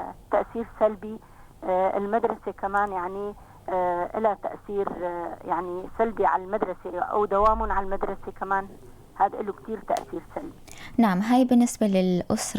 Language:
North Levantine Arabic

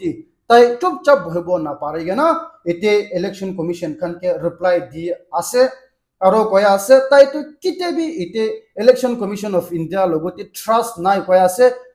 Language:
Naga Pidgin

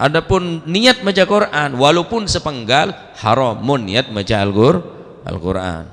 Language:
Madurese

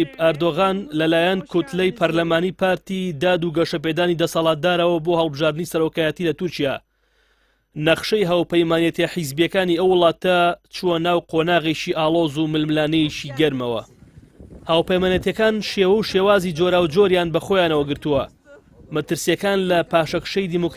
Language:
Central Kurdish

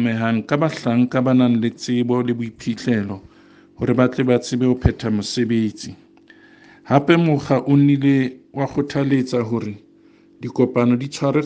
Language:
Southern Sotho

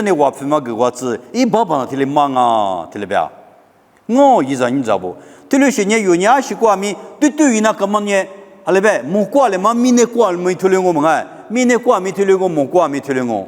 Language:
Lisu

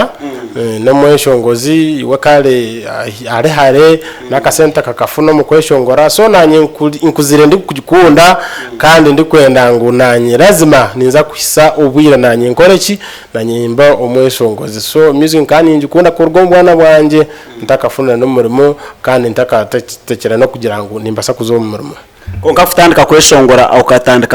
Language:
Nyankole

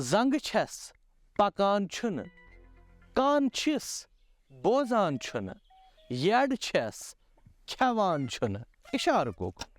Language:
Kashmiri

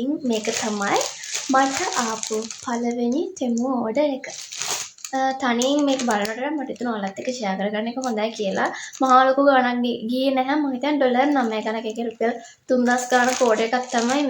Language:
Sinhala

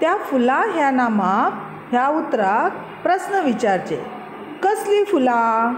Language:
Konkani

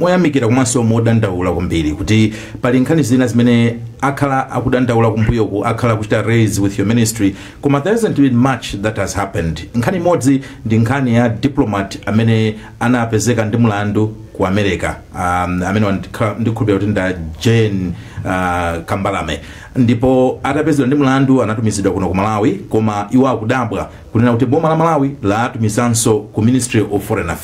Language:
Nyanja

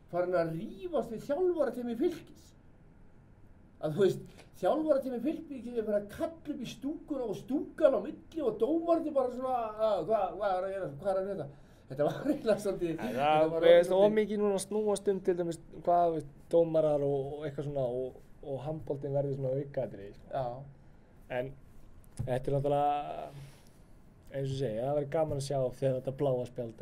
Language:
Icelandic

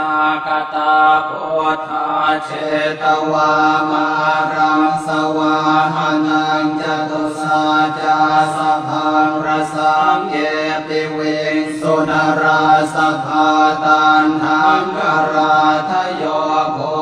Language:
Pali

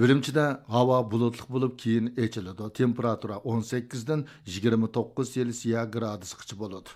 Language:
Uyghur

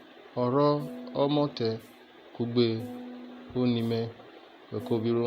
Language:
Urhobo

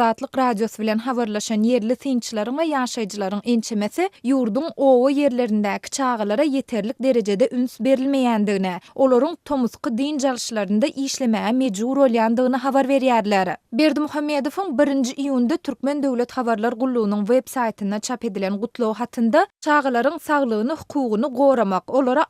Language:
Turkmen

